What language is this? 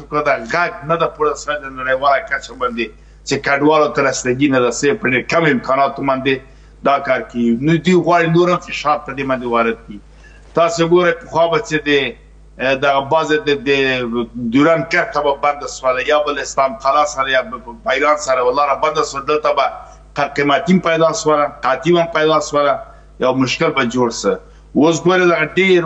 Pashto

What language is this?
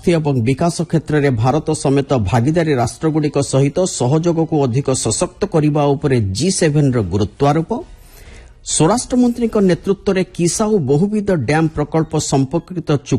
Odia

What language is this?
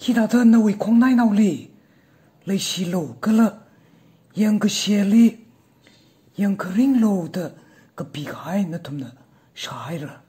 Tangkhul Naga (India)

